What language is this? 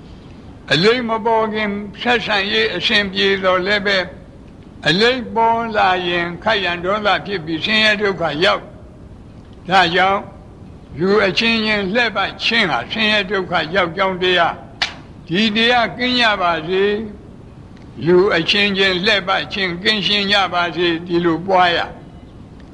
Burmese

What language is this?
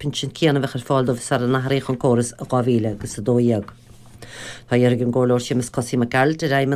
Irish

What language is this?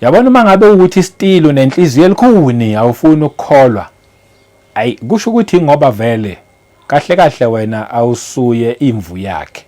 Zulu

